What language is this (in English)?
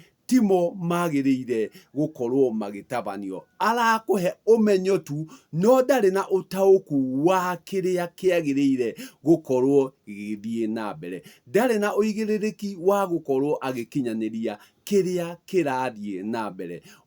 Kikuyu